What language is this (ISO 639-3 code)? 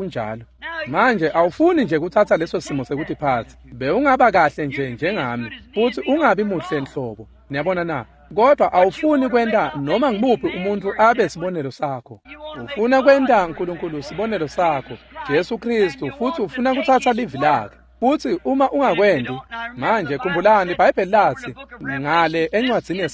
ssw